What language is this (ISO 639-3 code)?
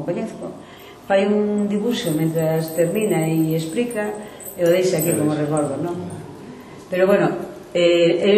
glg